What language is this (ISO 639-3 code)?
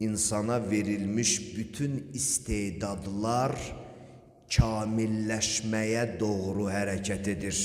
aze